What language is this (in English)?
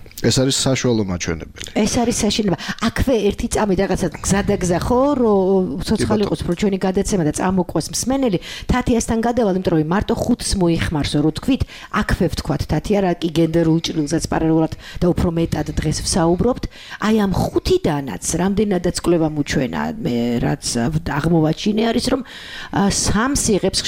Georgian